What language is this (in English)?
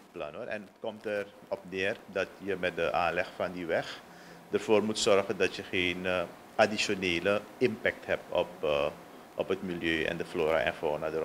Dutch